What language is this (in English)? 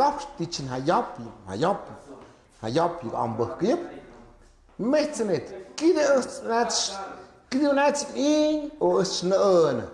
Tlahuitoltepec Mixe